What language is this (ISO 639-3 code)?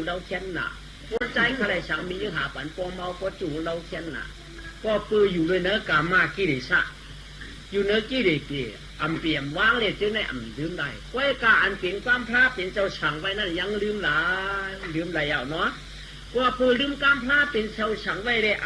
shn